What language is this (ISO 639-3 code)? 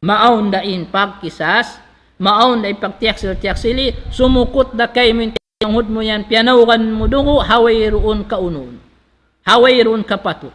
tsg